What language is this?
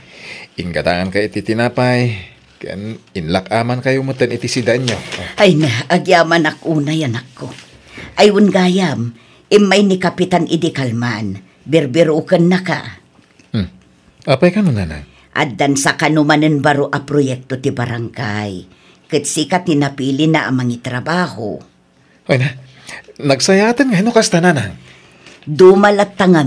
Iloko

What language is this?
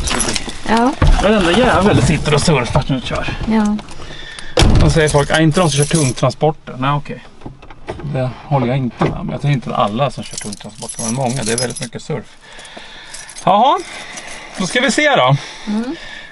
Swedish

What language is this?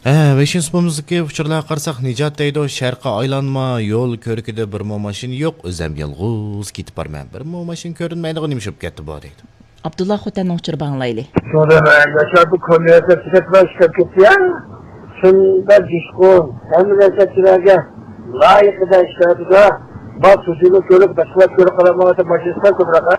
Uyghur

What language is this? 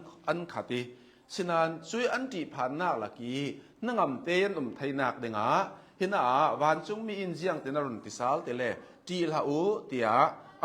Hakha Chin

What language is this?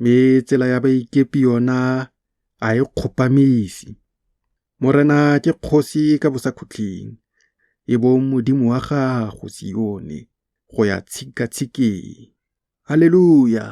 Tswana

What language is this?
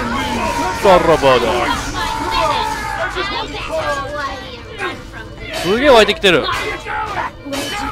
Japanese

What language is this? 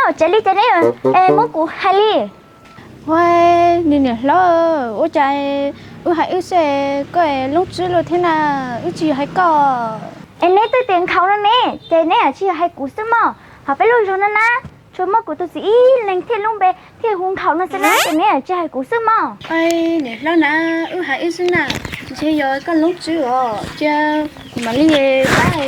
Hmong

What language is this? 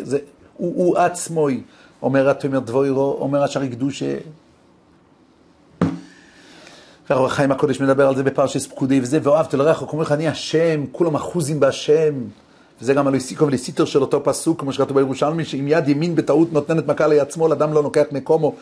Hebrew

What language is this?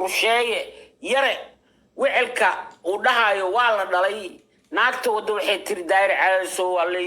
Somali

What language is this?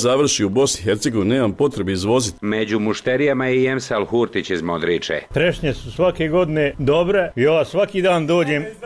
Bosnian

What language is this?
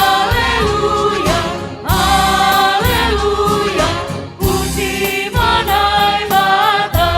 Batak Simalungun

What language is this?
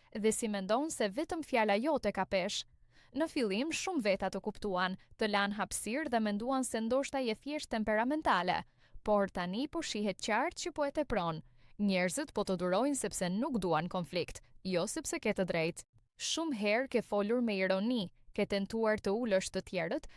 Albanian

